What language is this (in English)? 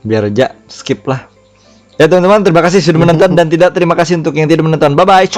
Banjar